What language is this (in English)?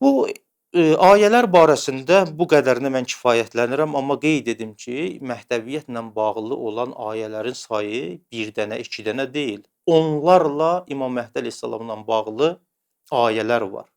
Azerbaijani